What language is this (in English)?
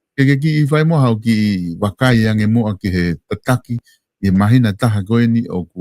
Tongan